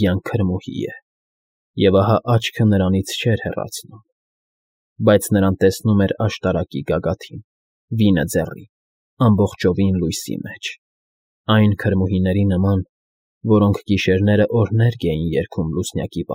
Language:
Armenian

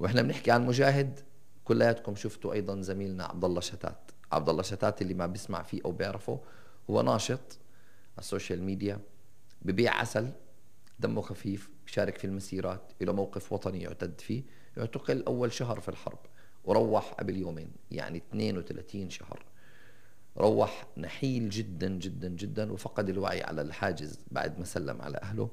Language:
North Levantine Arabic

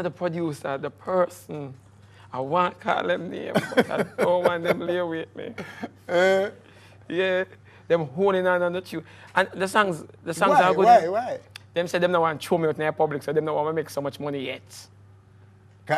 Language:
Jamaican Creole English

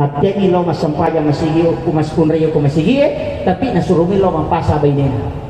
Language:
Buginese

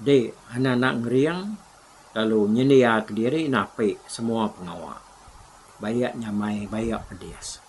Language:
Iban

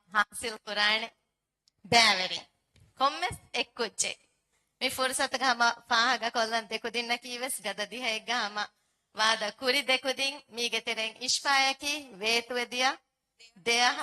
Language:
Divehi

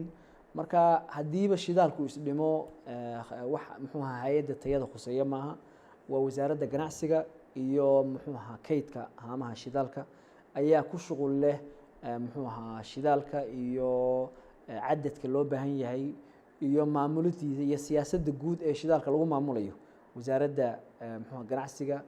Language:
Somali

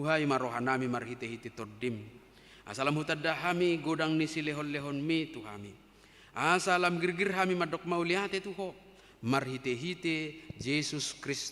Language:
Batak Toba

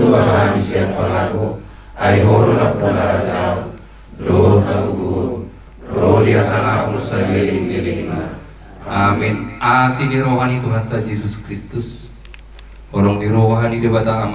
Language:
Batak Toba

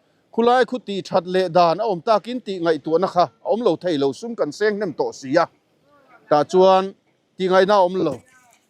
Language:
Mizo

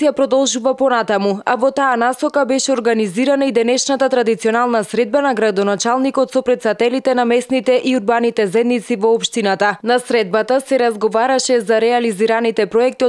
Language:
Macedonian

